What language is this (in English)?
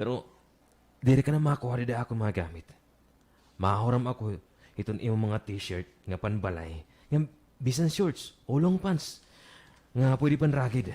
Waray